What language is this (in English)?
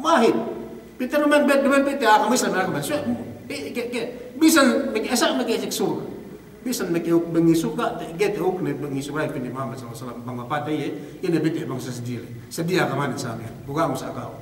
Yakan